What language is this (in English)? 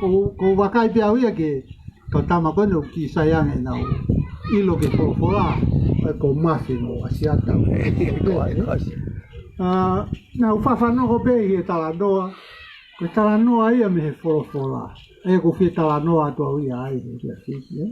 Tongan